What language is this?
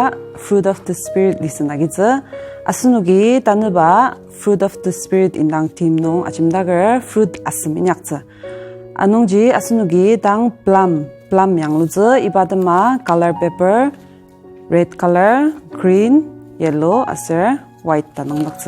Ao Naga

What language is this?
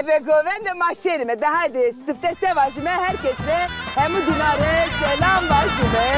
Zaza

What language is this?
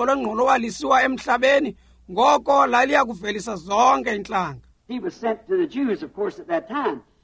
Xhosa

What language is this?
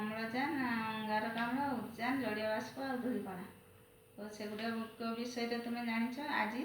Odia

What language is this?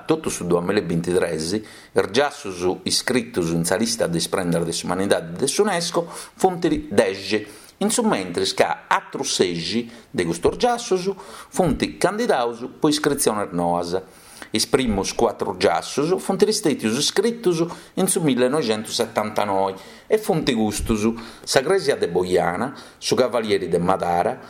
Sardinian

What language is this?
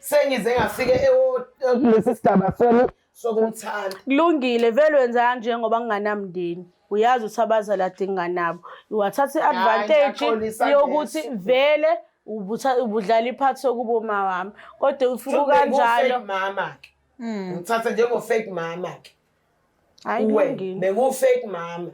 Zulu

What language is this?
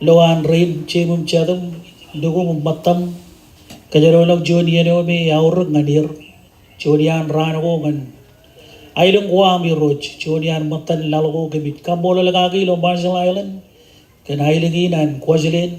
Marshallese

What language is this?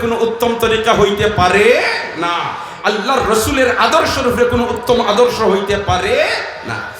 Sylheti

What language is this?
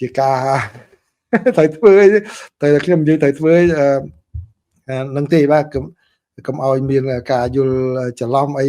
Khmer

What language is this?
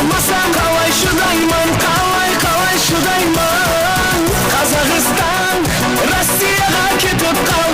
Kara-Kalpak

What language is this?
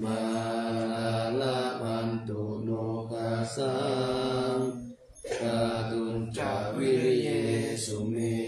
Pali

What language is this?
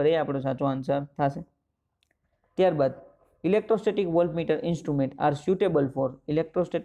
Gujarati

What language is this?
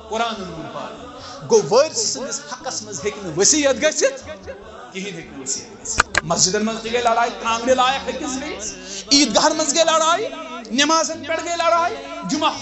Kashmiri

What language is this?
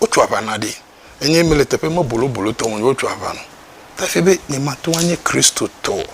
Ewe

